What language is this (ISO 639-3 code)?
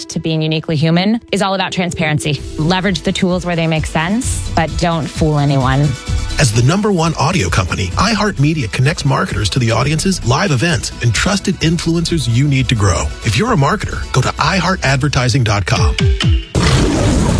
eng